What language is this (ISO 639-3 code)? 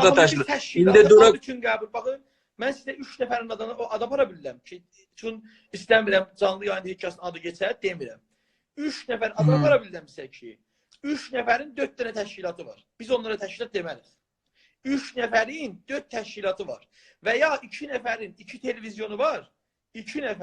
azb